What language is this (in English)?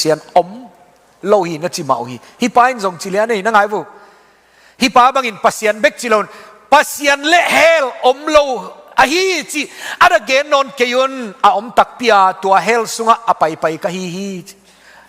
Tedim Chin